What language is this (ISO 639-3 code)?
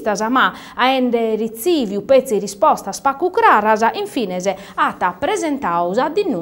srd